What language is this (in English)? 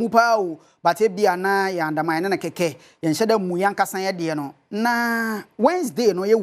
Akan